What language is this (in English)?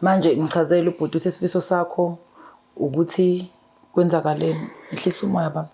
Zulu